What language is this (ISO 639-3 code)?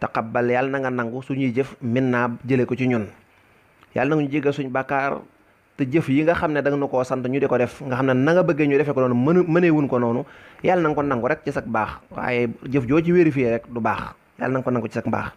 wol